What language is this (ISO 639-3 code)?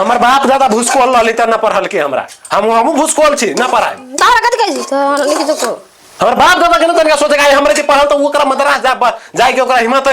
mai